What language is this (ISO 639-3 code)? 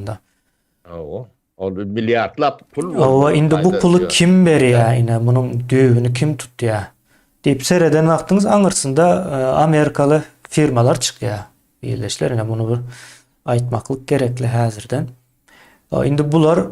tuk